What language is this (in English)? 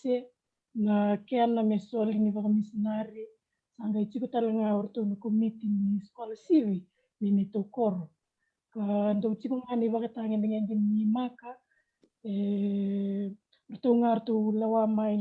Fijian